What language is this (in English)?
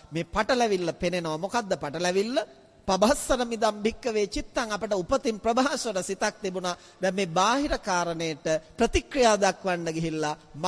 Sinhala